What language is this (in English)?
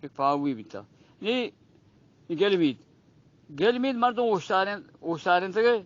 Eastern Balochi